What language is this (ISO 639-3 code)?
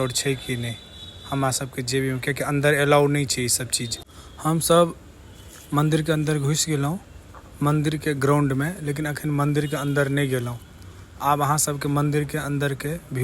mai